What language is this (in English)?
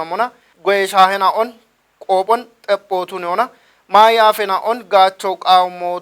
Kafa